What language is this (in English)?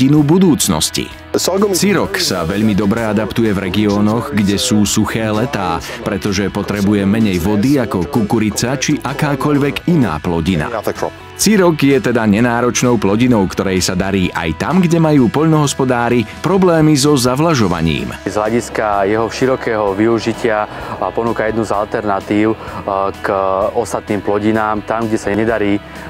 Slovak